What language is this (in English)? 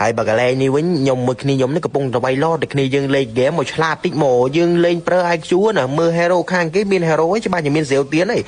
Khmer